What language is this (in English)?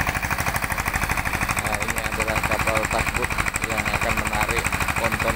Indonesian